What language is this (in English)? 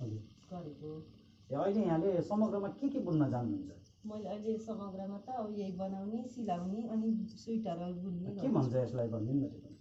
Nepali